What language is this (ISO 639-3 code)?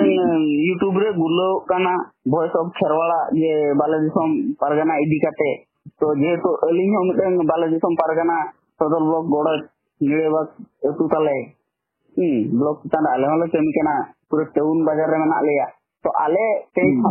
sat